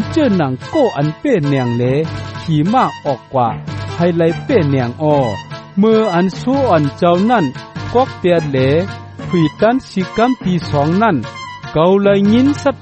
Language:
Shan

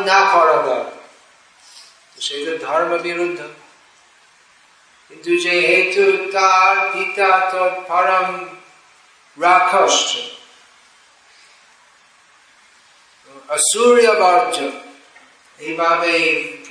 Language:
Bangla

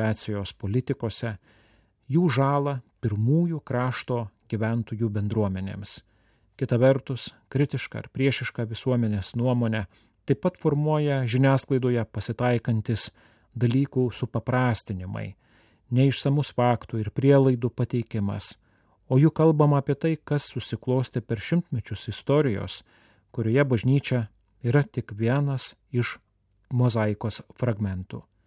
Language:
Lithuanian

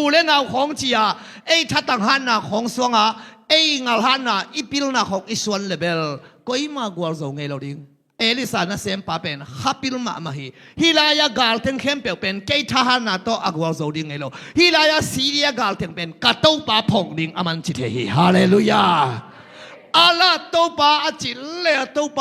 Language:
Tedim Chin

